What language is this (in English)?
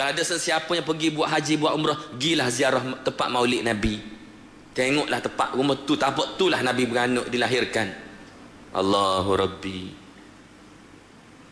Malay